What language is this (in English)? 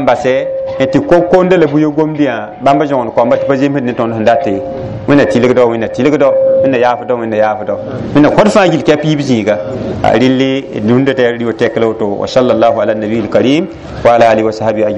Mossi